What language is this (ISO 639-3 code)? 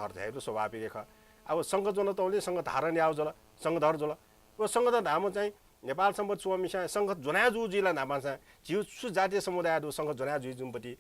new